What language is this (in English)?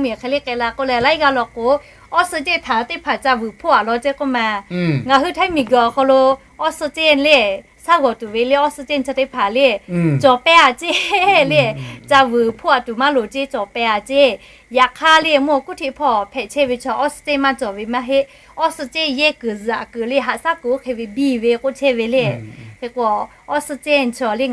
Lahu